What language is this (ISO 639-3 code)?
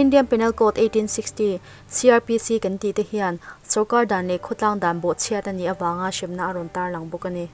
lus